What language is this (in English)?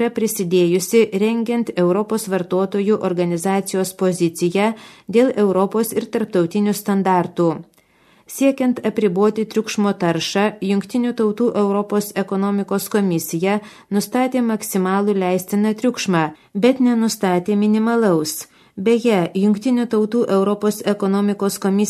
Lithuanian